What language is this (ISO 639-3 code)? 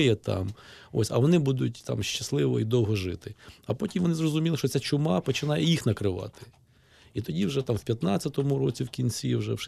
ukr